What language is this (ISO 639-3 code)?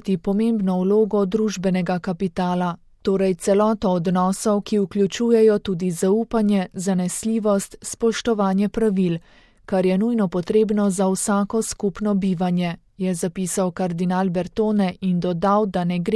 slv